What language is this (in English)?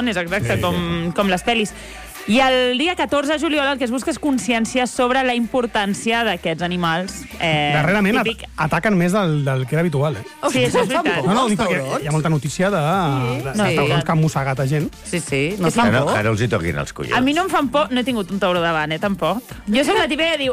Catalan